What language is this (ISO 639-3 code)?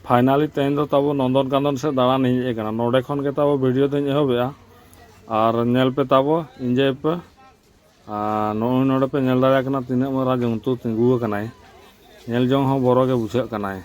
sat